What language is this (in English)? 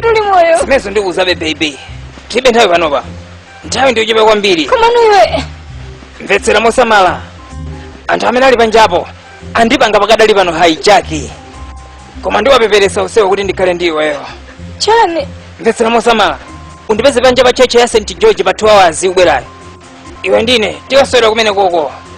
Nyanja